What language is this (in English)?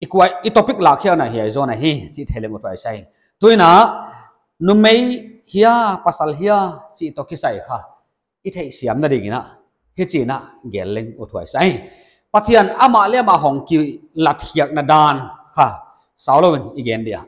Paite Chin